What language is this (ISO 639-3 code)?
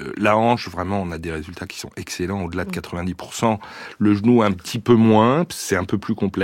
fra